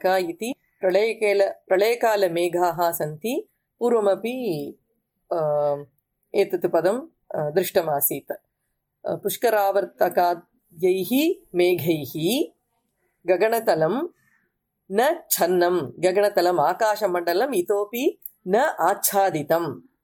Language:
Sanskrit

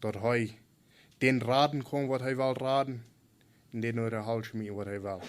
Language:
Plautdietsch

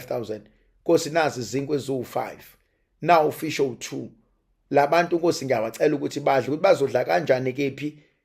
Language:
Zulu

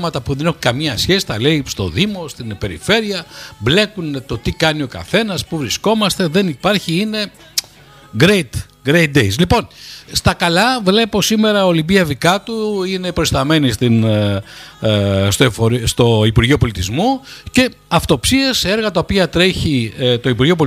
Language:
Greek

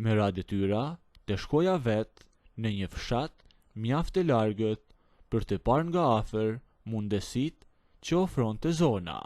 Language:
Albanian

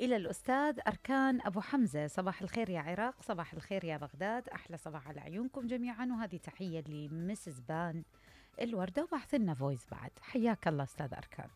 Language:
Mesopotamian Arabic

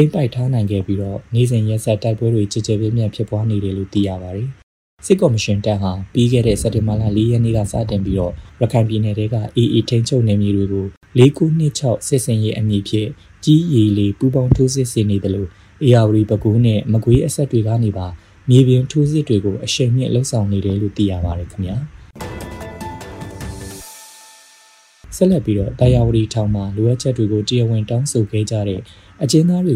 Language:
Burmese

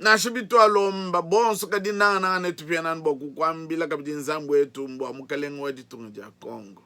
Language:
Luba-Lulua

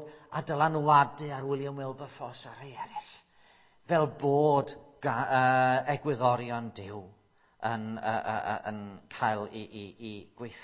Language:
Welsh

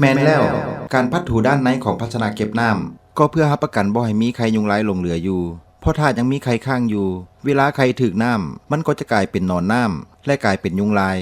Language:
Lao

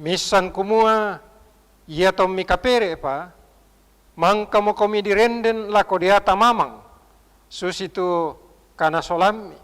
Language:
Toraja-Sa'dan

